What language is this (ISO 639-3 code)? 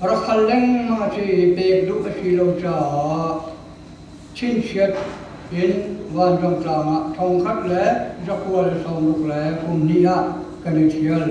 cnh